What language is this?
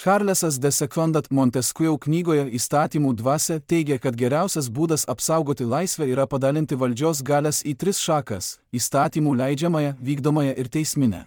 Lithuanian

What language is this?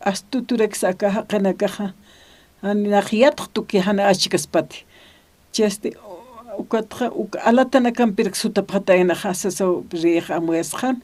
Aymara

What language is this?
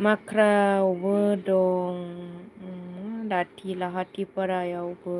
Bodo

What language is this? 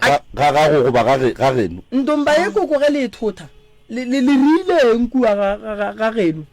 Northern Sotho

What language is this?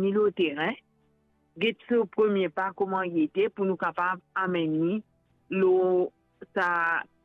Morisyen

